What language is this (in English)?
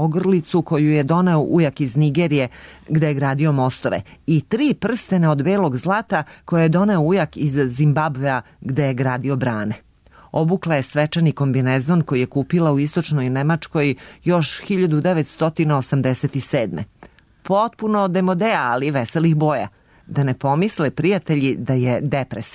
Serbian